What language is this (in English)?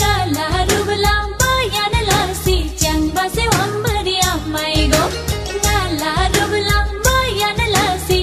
Eastern Tamang